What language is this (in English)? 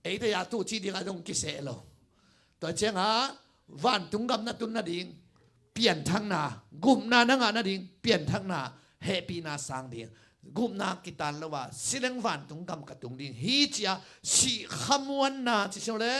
Tedim Chin